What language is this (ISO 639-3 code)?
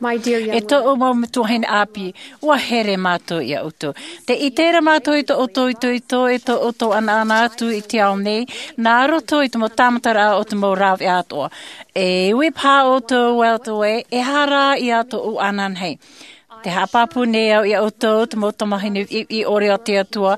tah